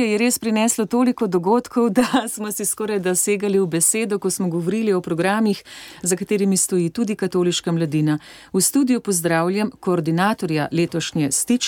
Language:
Slovenian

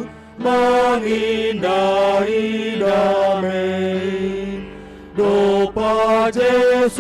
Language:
Batak Simalungun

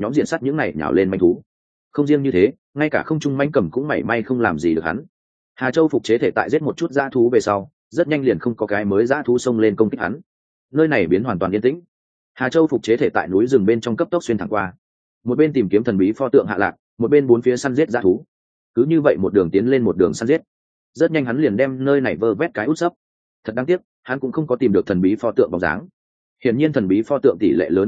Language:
Vietnamese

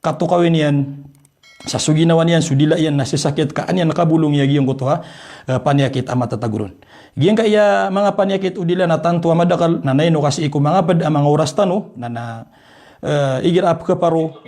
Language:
Maranao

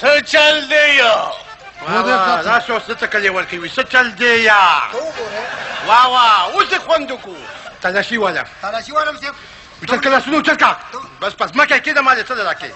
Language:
Pashto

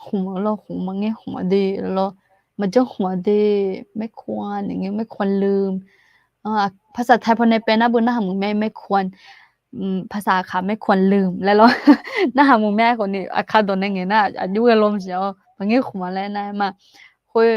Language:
Akha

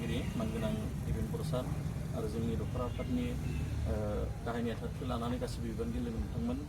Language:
Bodo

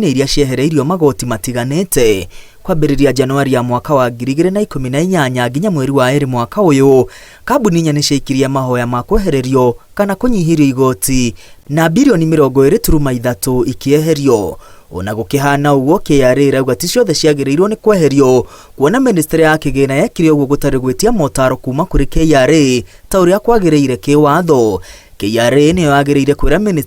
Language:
Kikuyu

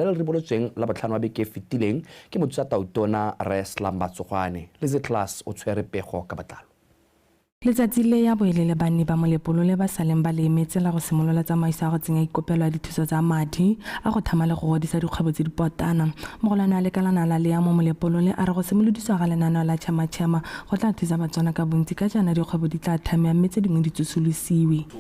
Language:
Tswana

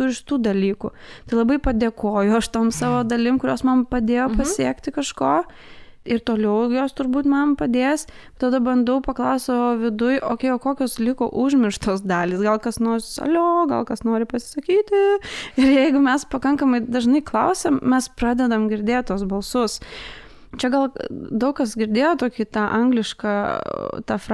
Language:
Lithuanian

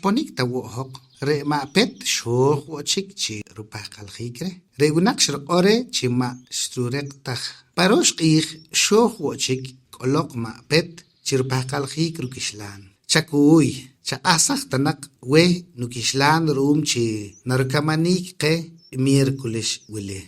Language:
Poqomchi'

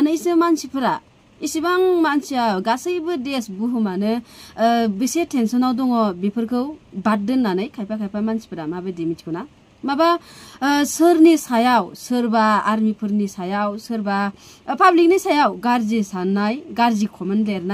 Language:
Bodo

